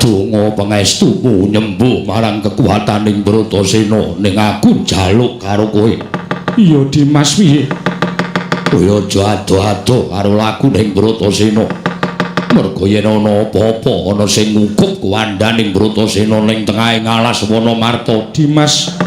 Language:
Javanese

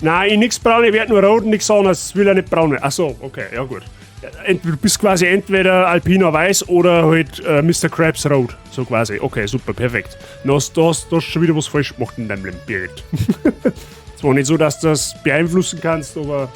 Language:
Bavarian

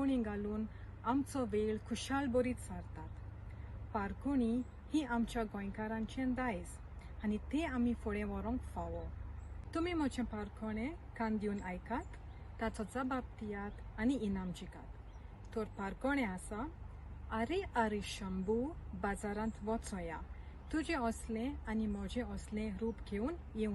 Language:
Konkani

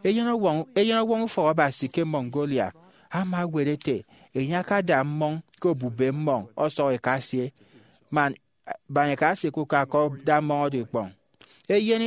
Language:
Efik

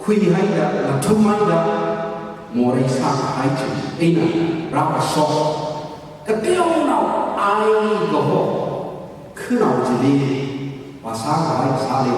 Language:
Tangkhul Naga (India)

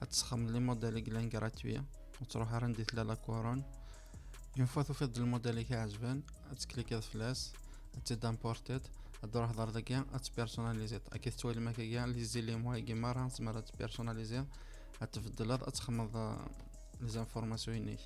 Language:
Kabyle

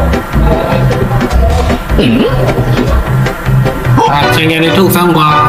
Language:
Burmese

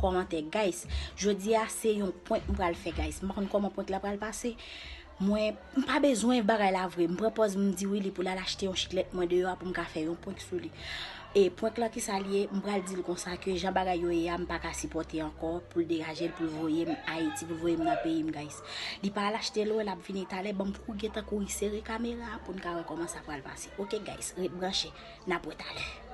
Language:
Haitian Creole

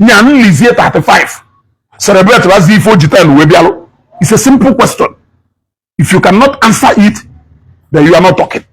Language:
Igbo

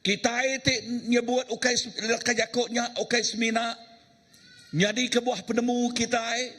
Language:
Iban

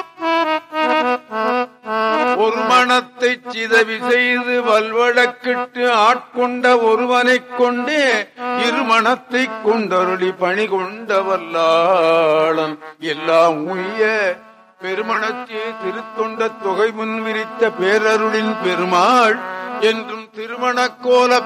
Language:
Tamil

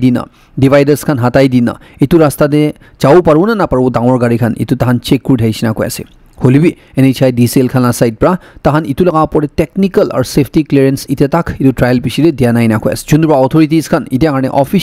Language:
Naga Pidgin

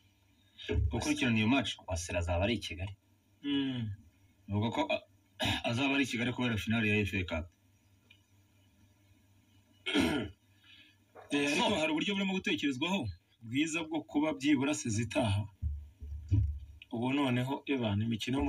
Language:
Kinyarwanda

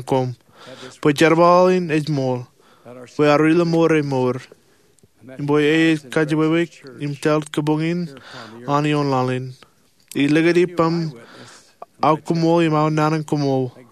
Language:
Marshallese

